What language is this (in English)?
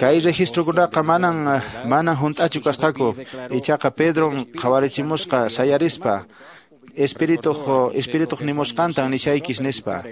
Quechua